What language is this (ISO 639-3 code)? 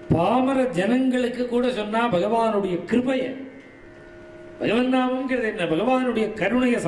tam